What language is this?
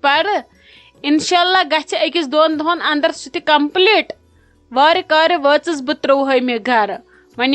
Kashmiri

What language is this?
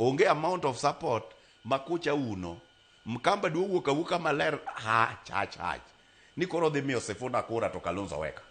Luo (Kenya and Tanzania)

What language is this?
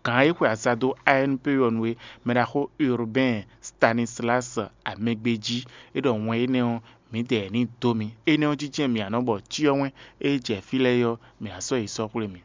Fon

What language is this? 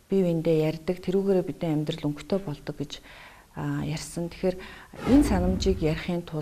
Mongolian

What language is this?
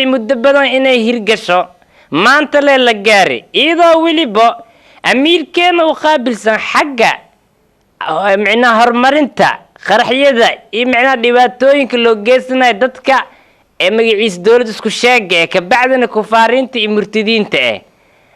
Somali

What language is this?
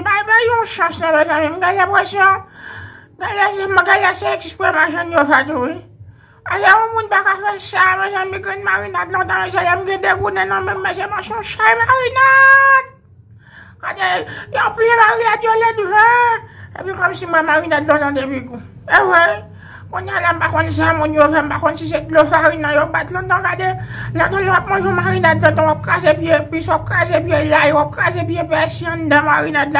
Haitian Creole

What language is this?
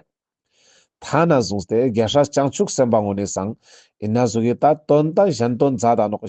Ladakhi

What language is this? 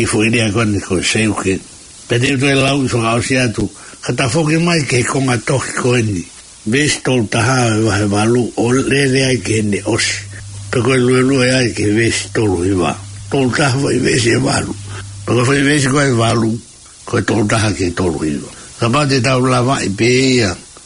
Tongan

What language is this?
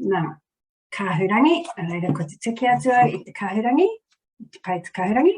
Māori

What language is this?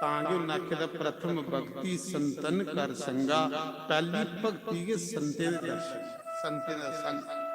Dogri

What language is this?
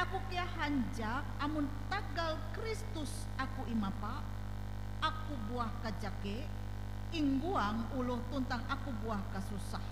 Ngaju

